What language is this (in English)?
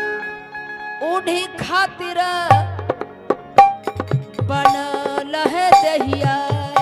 Bhojpuri